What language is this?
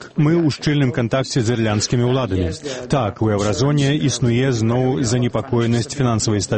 Belarusian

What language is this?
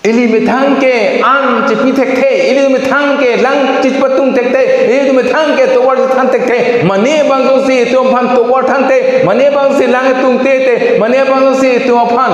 Karbi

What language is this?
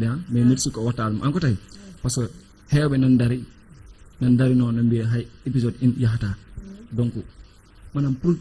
Fula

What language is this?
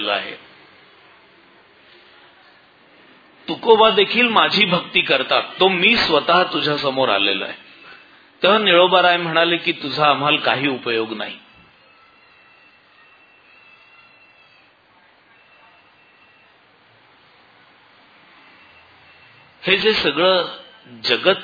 Marathi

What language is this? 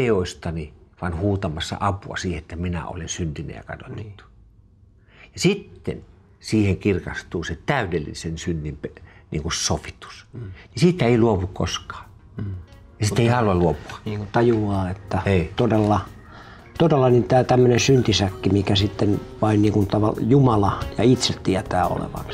Finnish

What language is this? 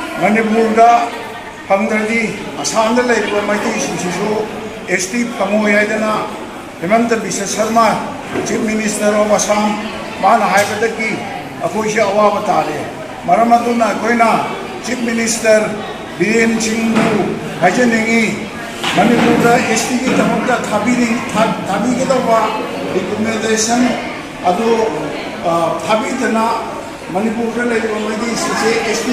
Manipuri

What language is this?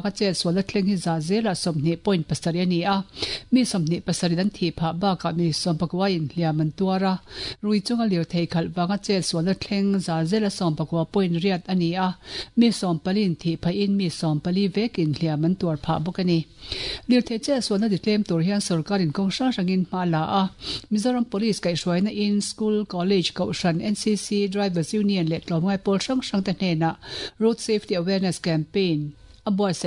Mizo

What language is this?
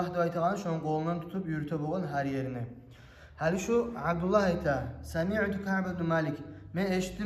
Kumyk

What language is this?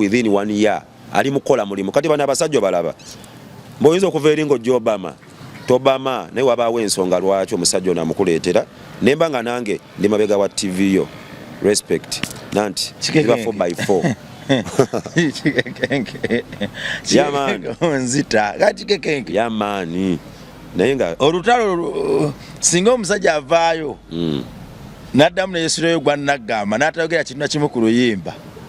Ganda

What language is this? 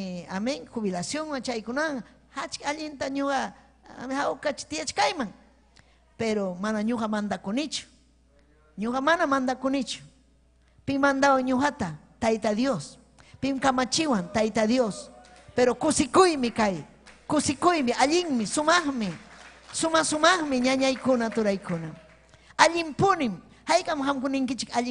Ayacucho Quechua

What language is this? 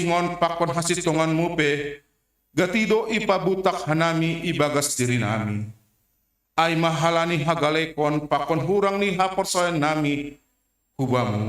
Batak Simalungun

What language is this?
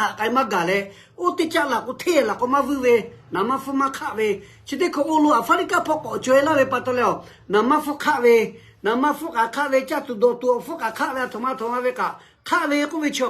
Lahu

